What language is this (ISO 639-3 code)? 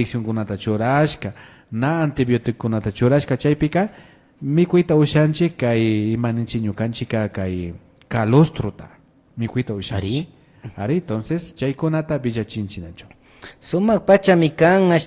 qvi